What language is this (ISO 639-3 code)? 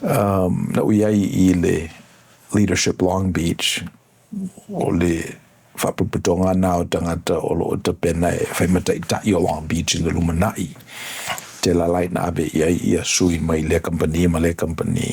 smo